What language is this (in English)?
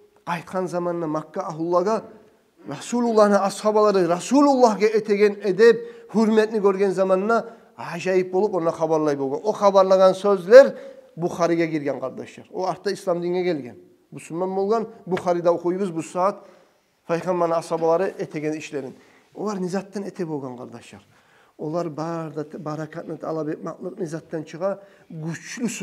Kumyk